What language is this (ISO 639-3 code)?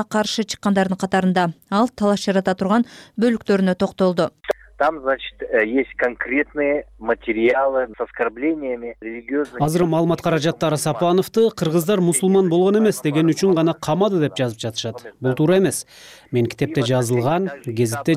kir